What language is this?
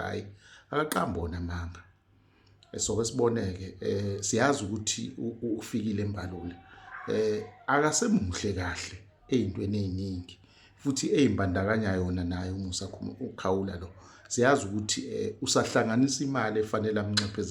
Zulu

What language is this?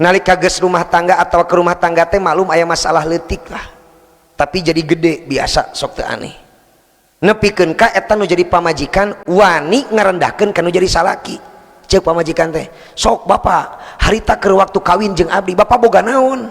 Sundanese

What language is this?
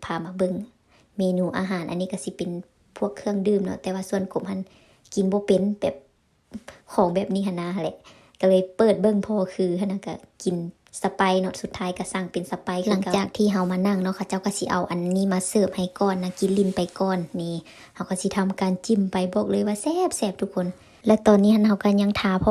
Lao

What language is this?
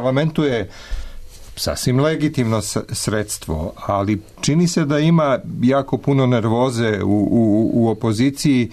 Serbian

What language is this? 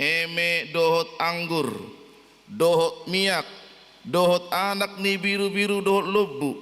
Batak Toba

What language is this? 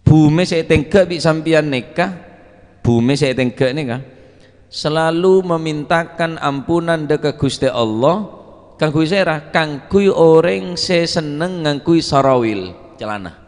Madurese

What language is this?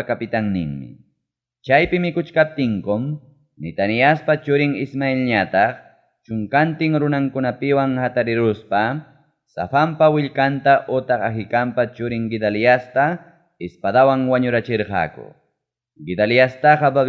Ayacucho Quechua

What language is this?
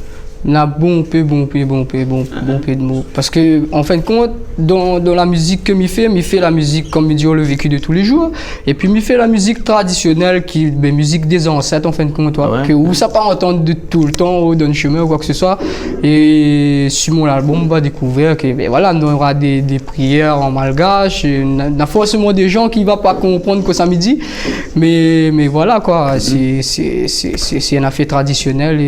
Réunion Creole French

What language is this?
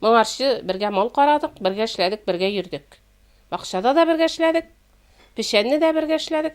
Tatar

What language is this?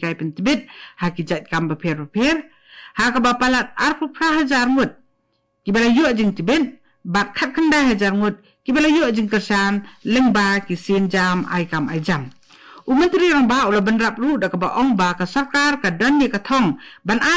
Khasi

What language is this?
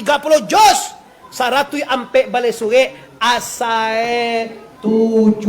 Minangkabau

